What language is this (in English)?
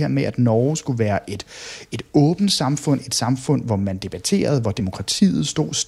Danish